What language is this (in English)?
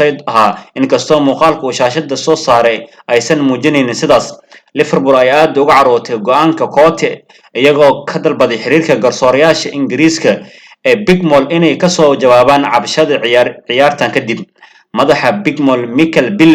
Somali